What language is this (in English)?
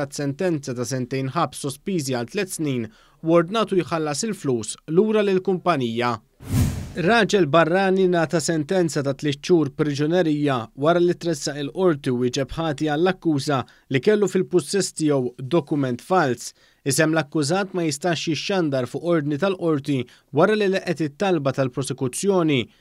Maltese